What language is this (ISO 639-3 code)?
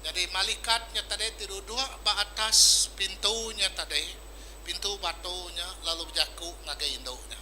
iba